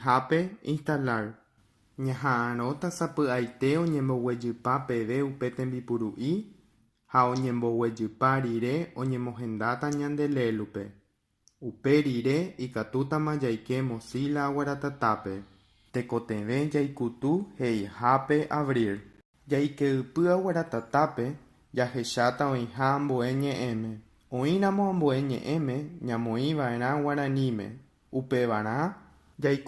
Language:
Guarani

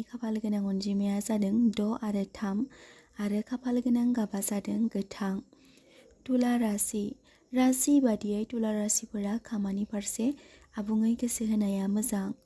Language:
Bodo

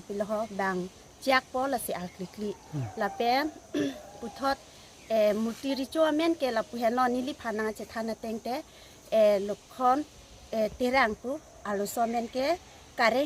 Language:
Karbi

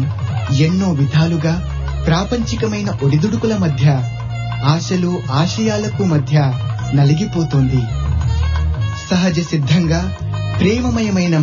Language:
Telugu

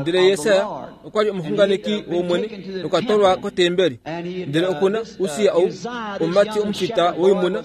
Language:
Kuanyama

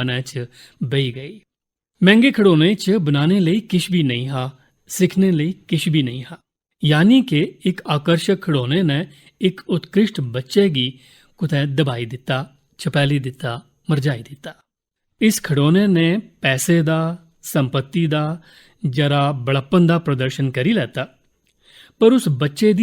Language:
Dogri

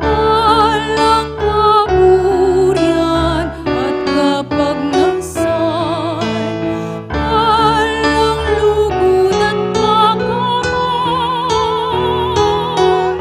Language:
Pampanga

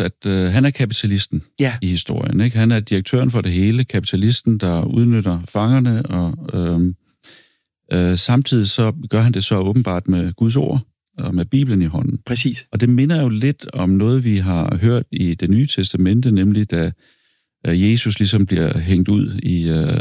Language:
Danish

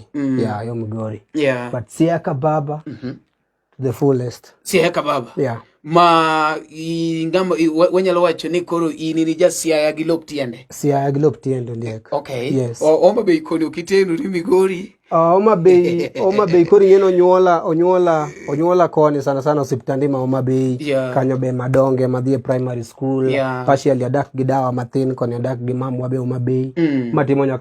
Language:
Luo (Kenya and Tanzania)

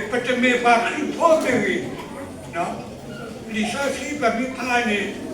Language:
S'gaw Karen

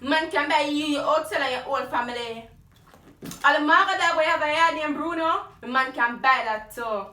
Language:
Jamaican Creole English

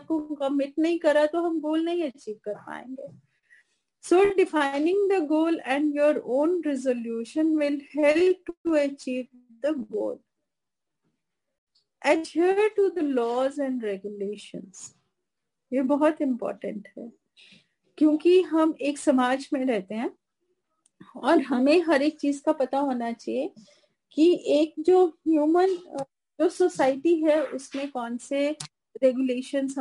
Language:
Hindi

